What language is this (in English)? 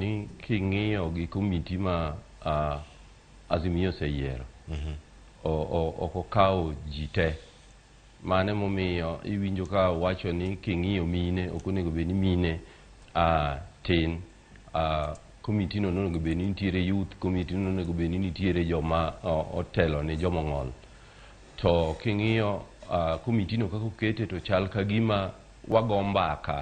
Luo (Kenya and Tanzania)